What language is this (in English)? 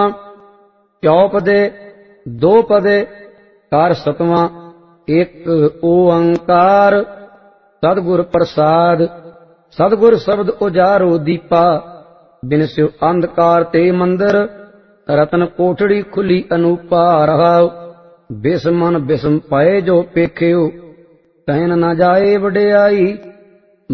Punjabi